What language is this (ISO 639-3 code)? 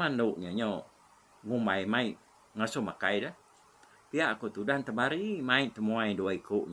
iba